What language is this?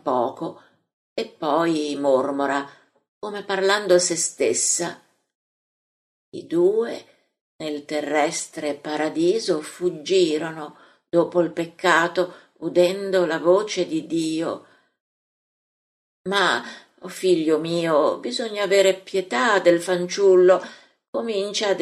Italian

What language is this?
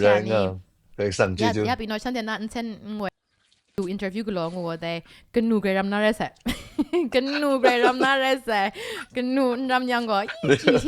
Kachin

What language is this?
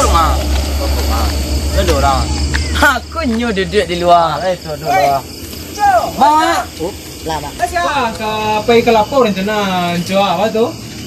Minangkabau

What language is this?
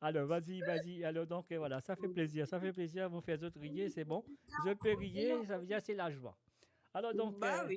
Morisyen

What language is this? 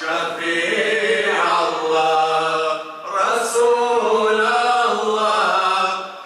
Kabardian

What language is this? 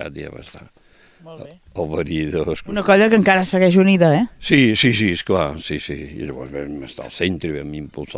Catalan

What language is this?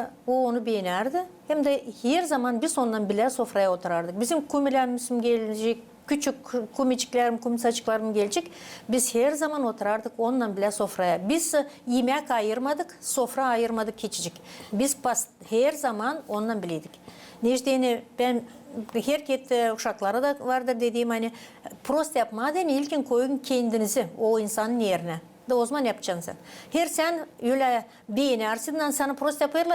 Gagauz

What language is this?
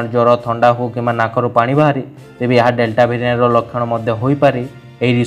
Odia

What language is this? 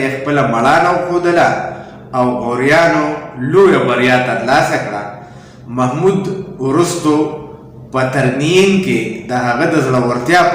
Pashto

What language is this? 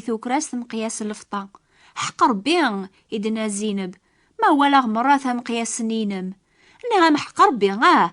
Kabyle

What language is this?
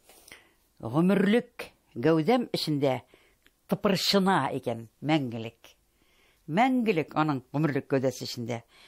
Tatar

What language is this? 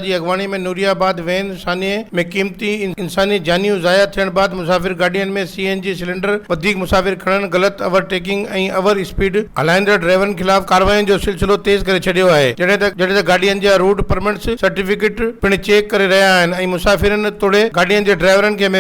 Sindhi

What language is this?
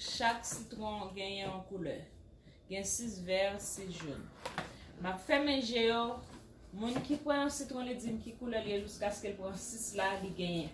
Haitian Creole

